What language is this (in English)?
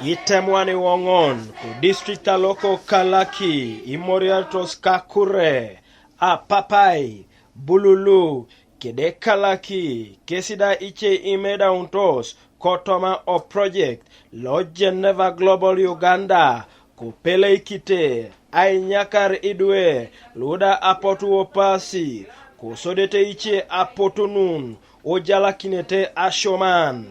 Teso